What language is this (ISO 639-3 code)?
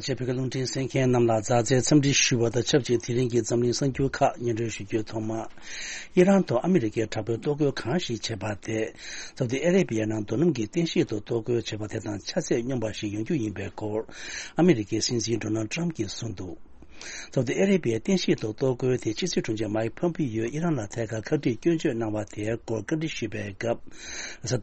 bod